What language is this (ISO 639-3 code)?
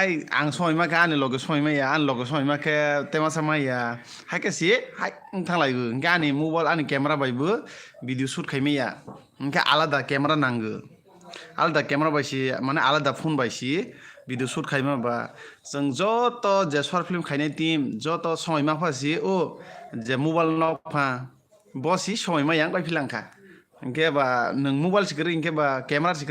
trp